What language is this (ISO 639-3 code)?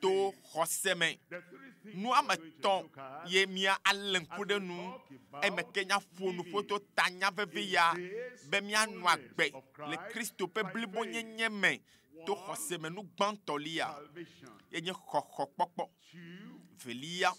ewe